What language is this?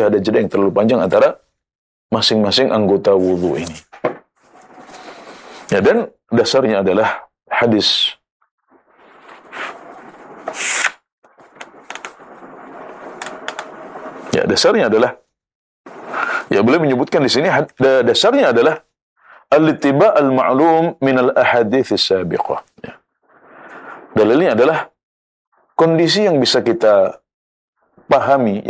Indonesian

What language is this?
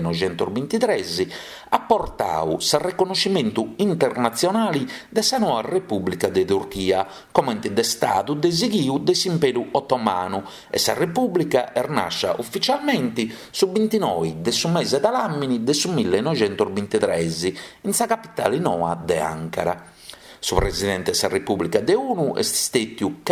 Sardinian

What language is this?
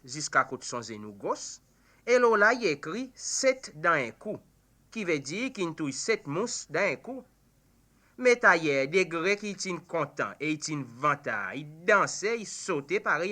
Seselwa Creole French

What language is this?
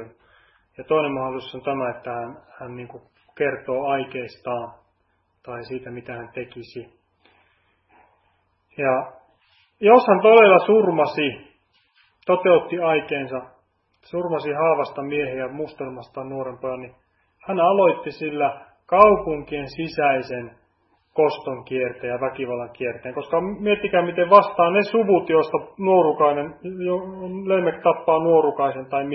Finnish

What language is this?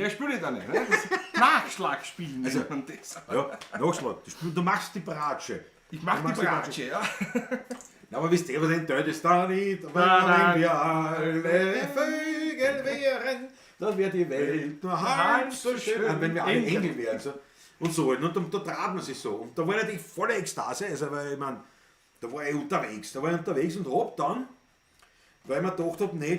Bavarian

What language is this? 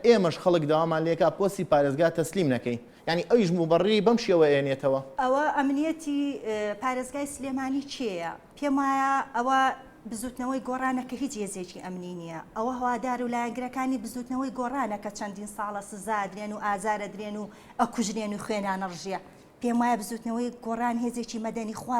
Central Kurdish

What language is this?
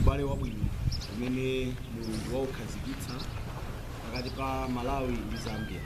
Nyanja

